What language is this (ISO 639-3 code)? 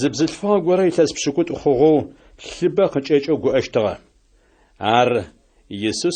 ady